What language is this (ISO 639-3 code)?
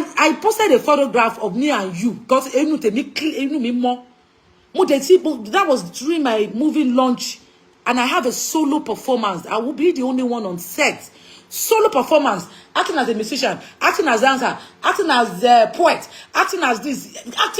yor